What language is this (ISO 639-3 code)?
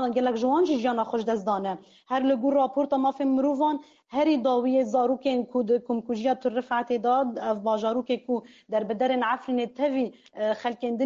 kur